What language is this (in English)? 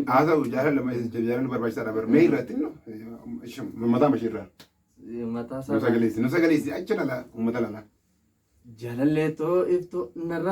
Oromo